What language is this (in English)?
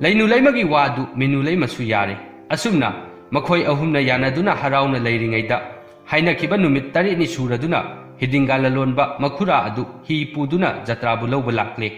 Manipuri